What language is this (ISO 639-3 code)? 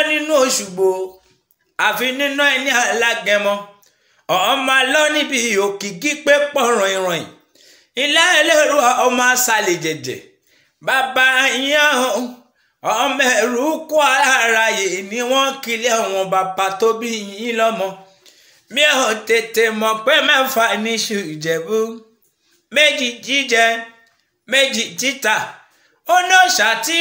yor